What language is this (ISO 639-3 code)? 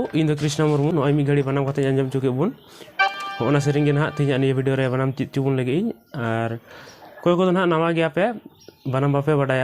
sat